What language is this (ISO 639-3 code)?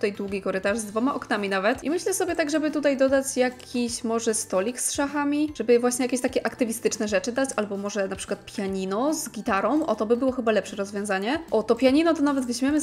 pol